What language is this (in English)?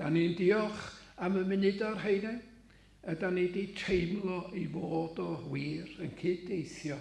Welsh